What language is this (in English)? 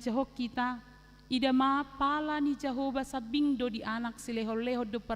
Batak Toba